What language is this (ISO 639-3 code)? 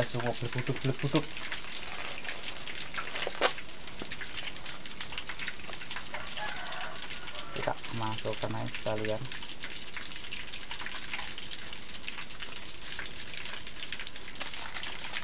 ind